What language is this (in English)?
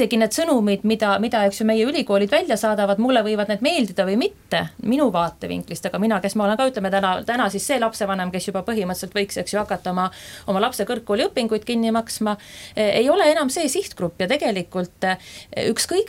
Estonian